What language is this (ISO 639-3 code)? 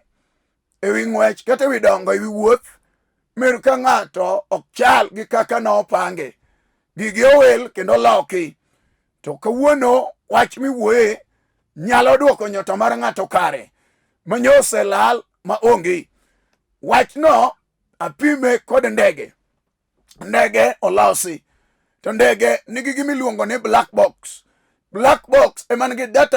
luo